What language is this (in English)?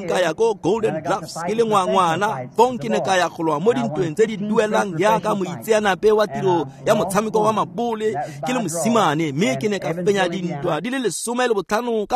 Tswana